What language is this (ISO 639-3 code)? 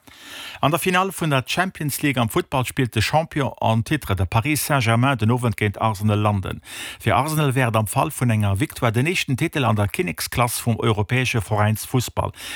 ltz